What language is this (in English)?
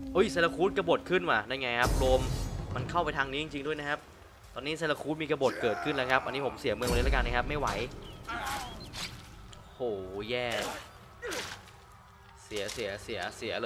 Thai